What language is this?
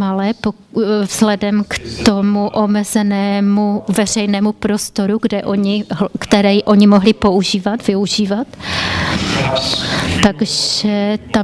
Czech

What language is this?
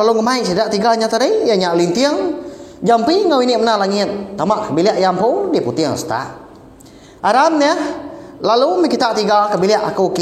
Iban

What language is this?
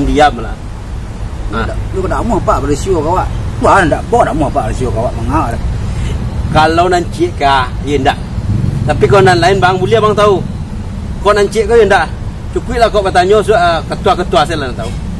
Minangkabau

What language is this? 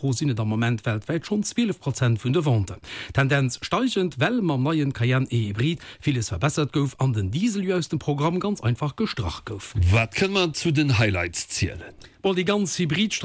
Luxembourgish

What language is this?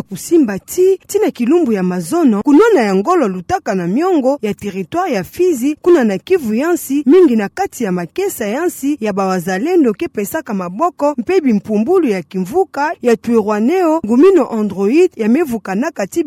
Kituba (Democratic Republic of Congo)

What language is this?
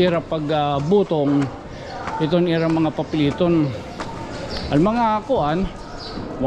Waray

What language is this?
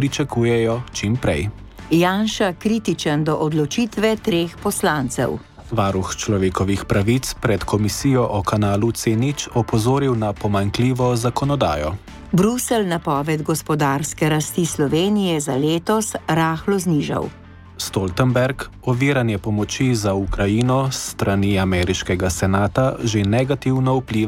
Slovenian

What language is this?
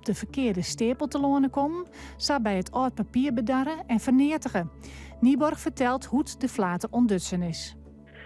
Western Frisian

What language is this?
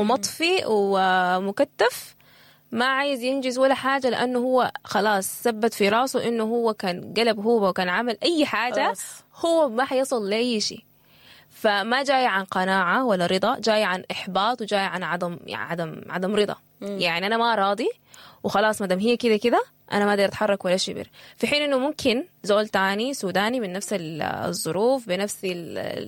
Sudanese Arabic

